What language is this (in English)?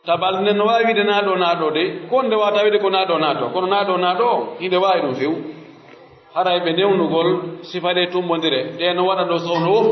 Pular